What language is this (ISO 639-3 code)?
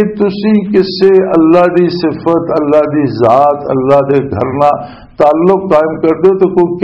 lah